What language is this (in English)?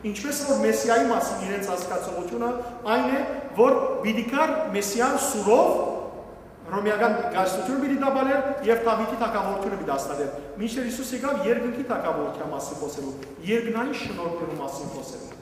Western Armenian